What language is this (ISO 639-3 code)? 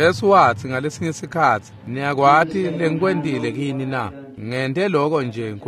ssw